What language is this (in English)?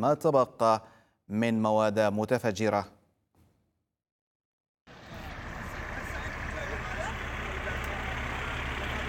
Arabic